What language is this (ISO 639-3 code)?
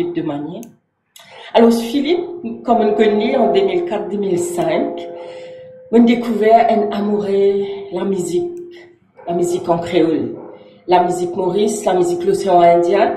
mfe